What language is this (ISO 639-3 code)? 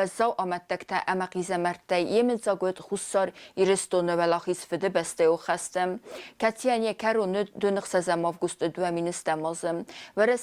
oss